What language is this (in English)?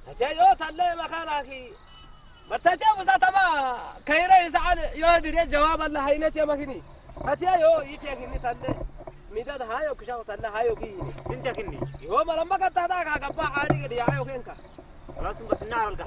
Saho